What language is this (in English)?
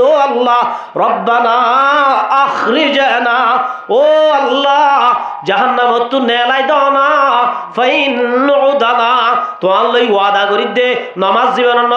Rohingya